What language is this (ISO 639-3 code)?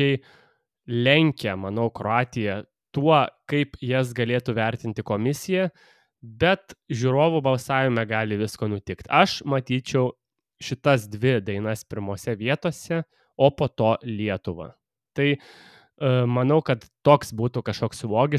lit